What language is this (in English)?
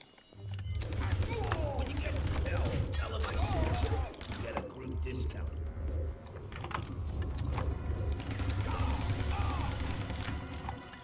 Turkish